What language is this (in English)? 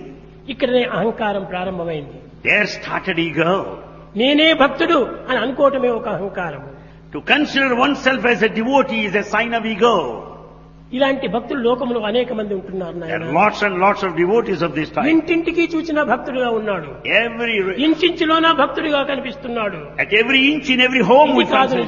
Telugu